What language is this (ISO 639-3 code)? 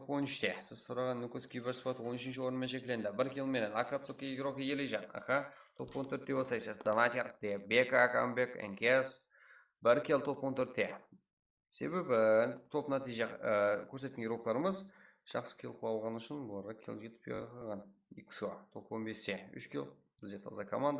kaa